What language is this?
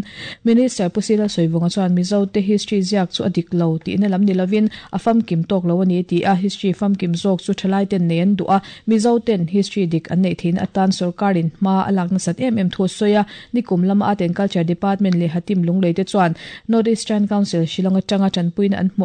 Mizo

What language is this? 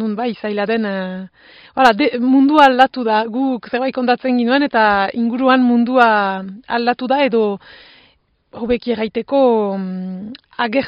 Basque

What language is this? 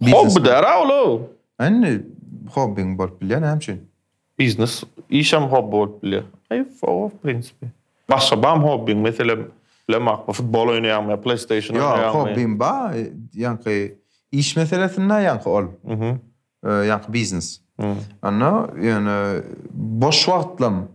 Turkmen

